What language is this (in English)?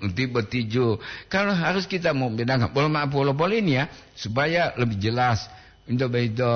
Gorontalo